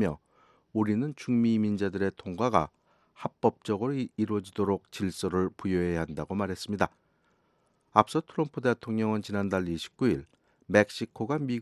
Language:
Korean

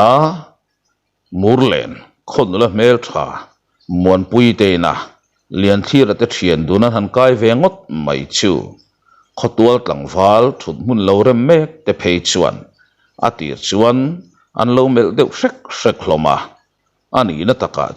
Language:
Mizo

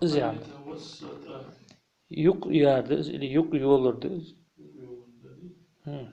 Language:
Ingush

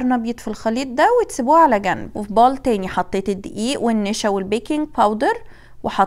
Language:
Egyptian Arabic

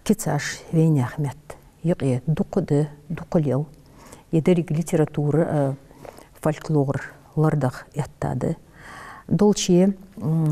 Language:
Ingush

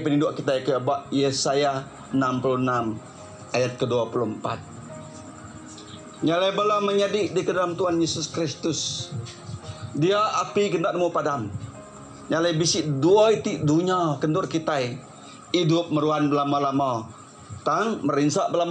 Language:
Iban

